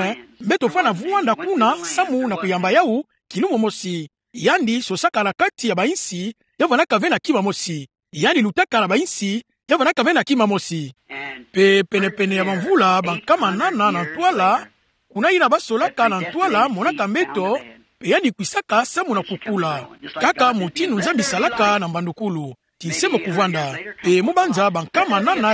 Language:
Kituba (Democratic Republic of Congo)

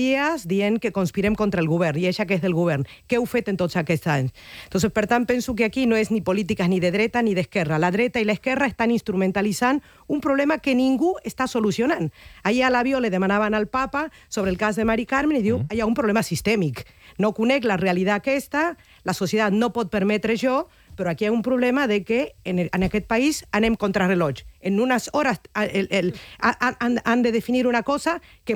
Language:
Catalan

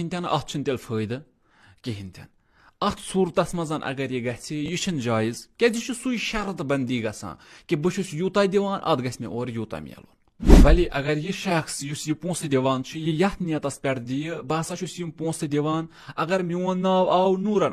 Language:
Kashmiri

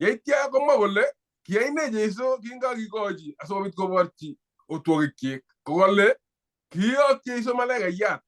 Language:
Kalenjin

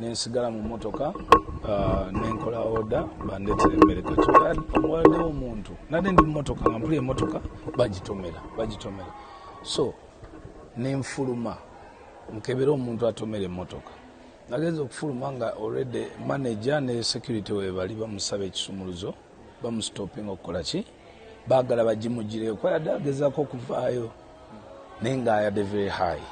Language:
Ganda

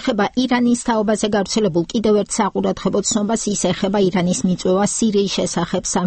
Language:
Georgian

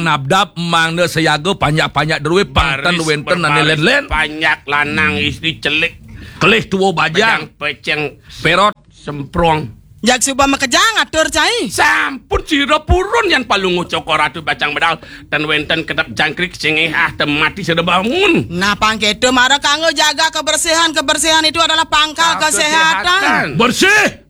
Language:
Balinese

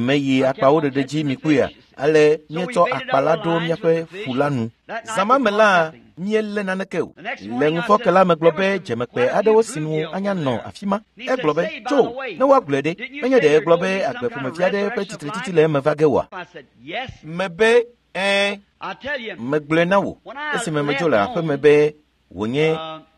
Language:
Ewe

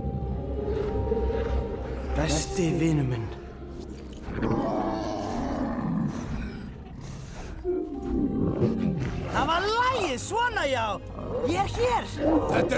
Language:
Icelandic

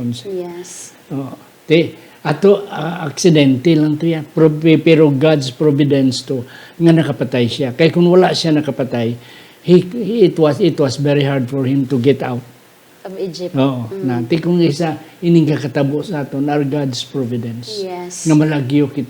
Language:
Hiligaynon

